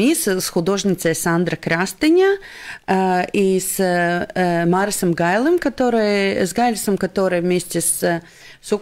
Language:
Russian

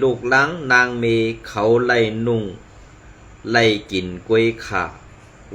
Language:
Shan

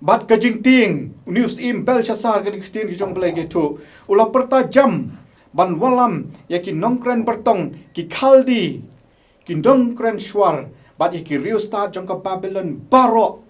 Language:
Khasi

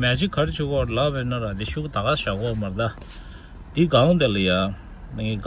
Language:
Tibetan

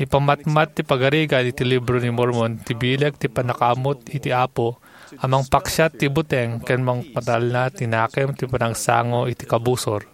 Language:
Iloko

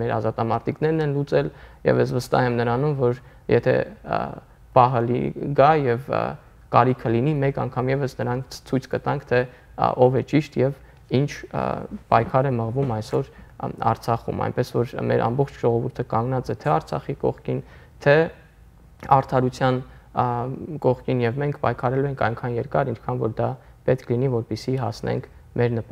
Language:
Armenian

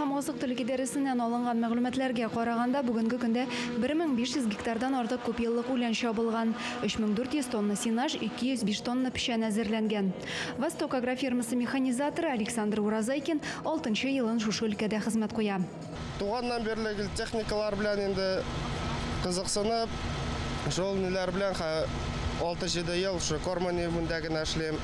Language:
Tatar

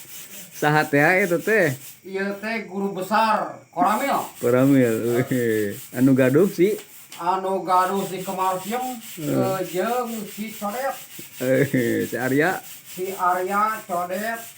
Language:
Sundanese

